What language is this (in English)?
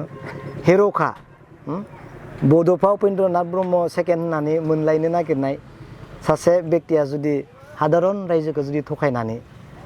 Bodo